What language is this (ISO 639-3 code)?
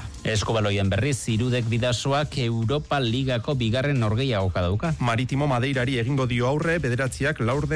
eus